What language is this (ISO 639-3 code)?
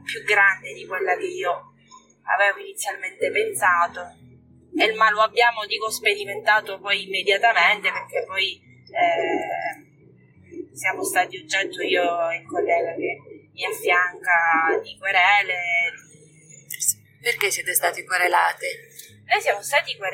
ita